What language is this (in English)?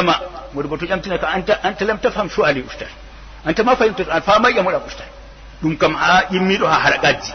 Fula